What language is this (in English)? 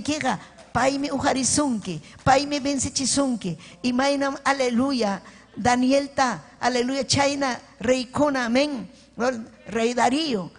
Ayacucho Quechua